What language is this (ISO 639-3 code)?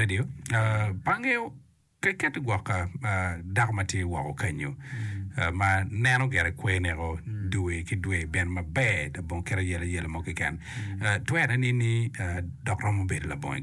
ach